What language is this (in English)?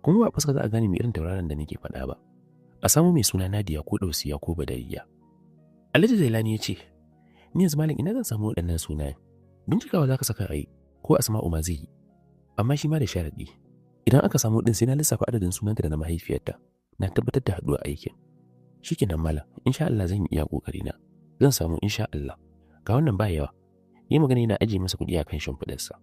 Hausa